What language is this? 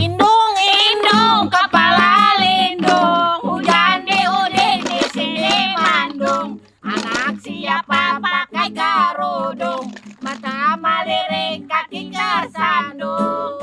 Banjar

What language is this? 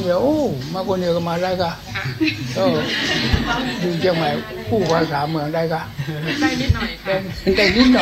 Thai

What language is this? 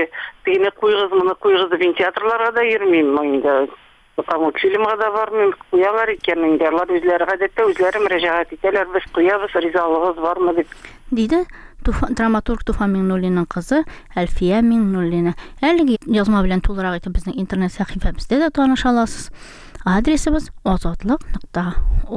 Tatar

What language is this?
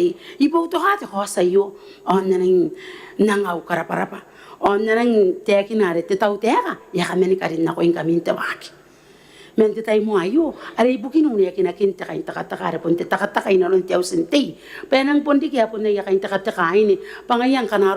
Gilbertese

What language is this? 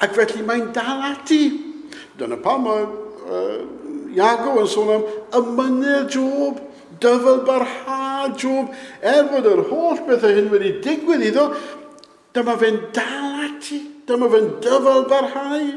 Welsh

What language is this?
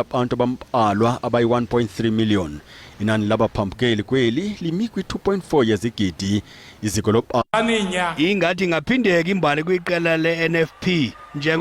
Zulu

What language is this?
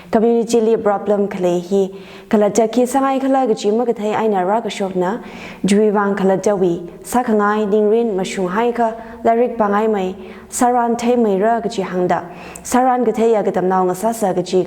Tangkhul Naga (India)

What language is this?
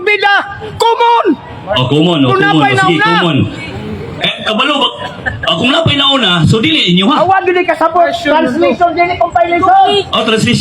Cebuano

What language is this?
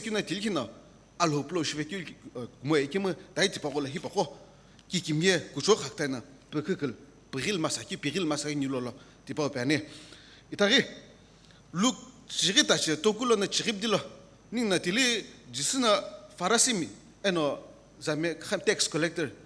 Sumi Naga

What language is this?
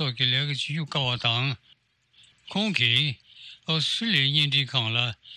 Tibetan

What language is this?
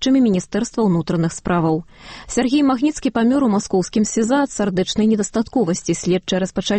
Belarusian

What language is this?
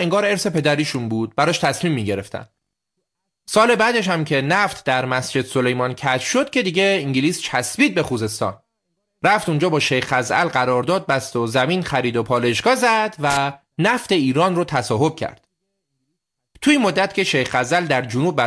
Persian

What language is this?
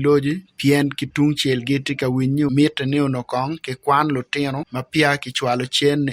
Acoli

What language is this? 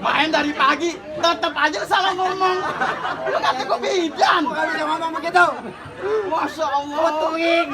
Betawi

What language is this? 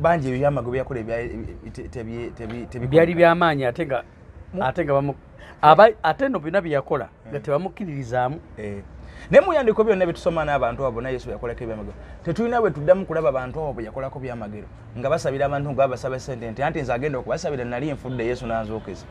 Ganda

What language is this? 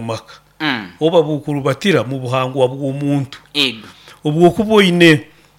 Nyoro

